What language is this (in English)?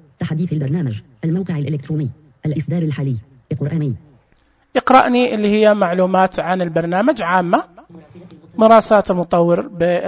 Najdi Arabic